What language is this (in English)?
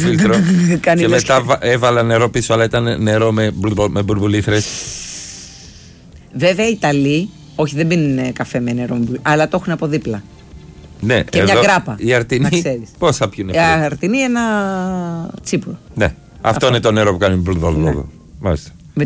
Greek